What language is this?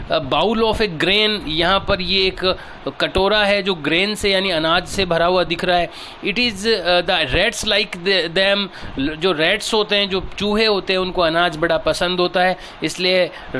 Hindi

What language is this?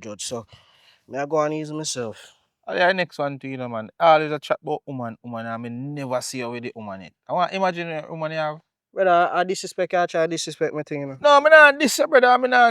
Jamaican Creole English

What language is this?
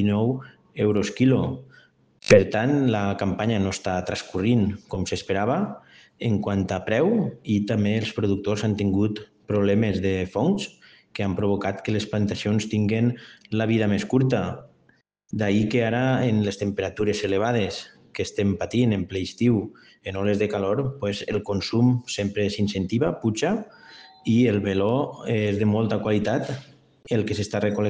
Catalan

